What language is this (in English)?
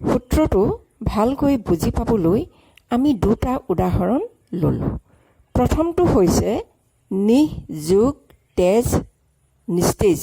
Assamese